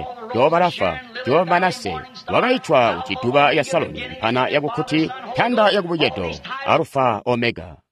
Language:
Tonga (Zambia)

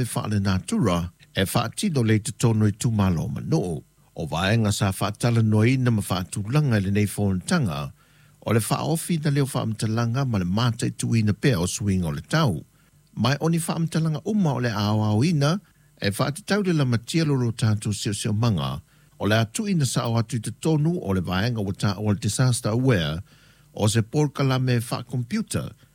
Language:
Samoan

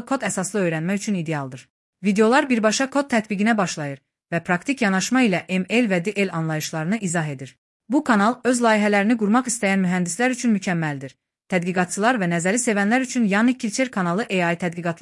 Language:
Azerbaijani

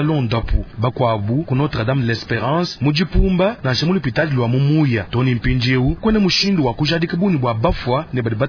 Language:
Luba-Lulua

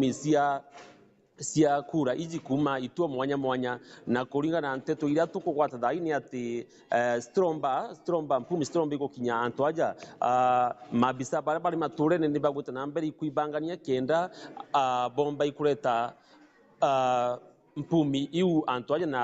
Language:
Meru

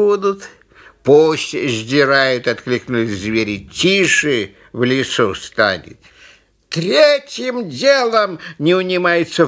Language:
Russian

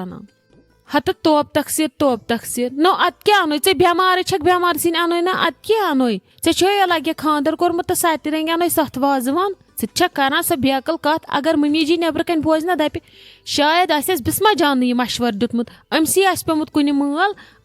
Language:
Kashmiri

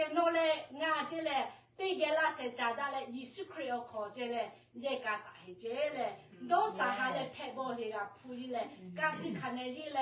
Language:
Lahu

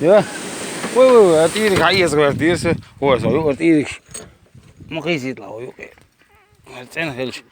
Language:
Chechen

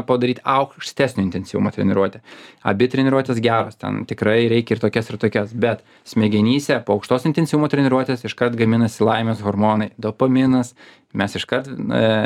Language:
Lithuanian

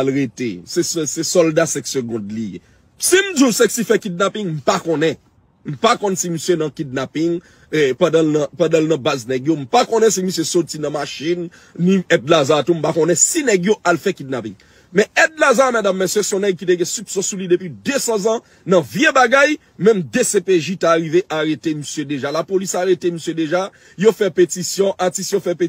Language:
Haitian Creole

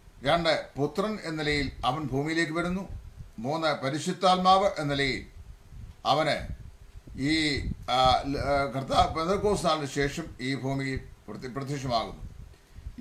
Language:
Malayalam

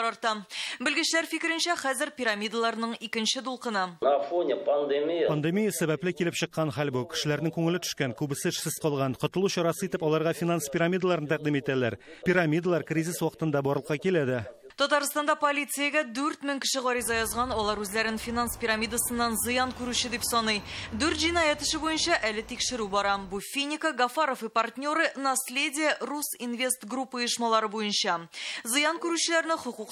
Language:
Tatar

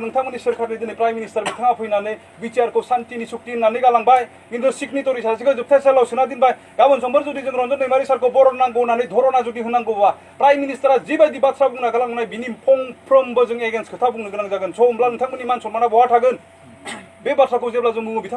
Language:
Bodo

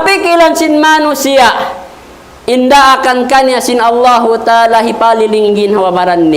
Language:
Tausug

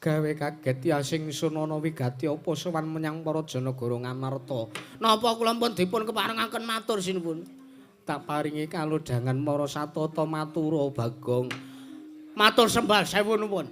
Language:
Javanese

